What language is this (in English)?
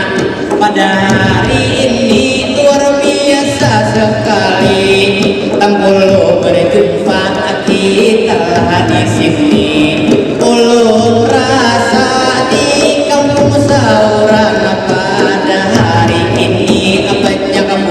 Banjar